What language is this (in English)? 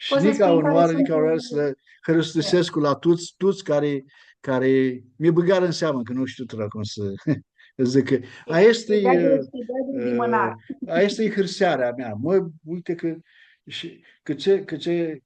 Aromanian